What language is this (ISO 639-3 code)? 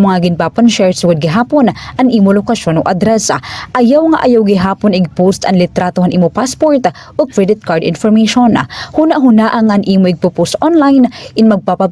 war